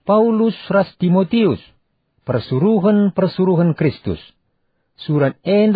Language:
Batak Karo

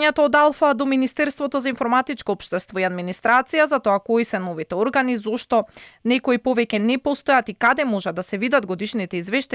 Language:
Macedonian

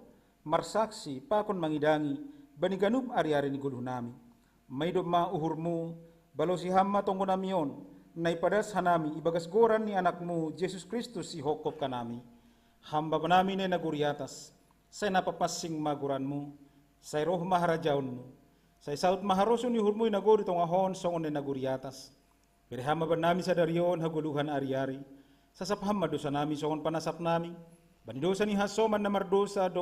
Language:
Batak Simalungun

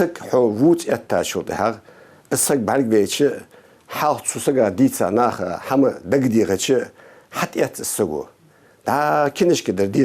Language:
Ingush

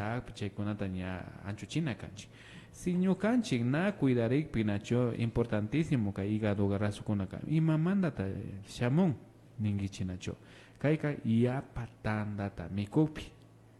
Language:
Imbabura Highland Quichua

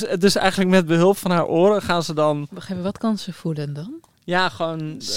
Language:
Dutch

